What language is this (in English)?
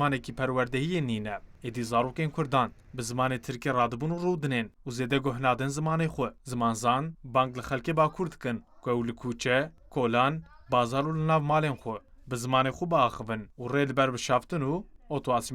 Kurdish